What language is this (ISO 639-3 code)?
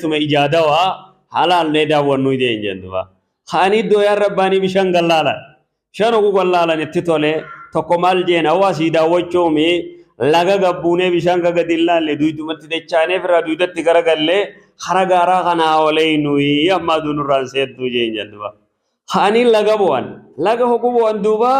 orm